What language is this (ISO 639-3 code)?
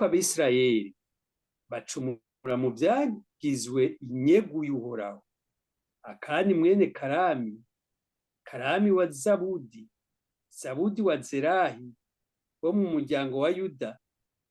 run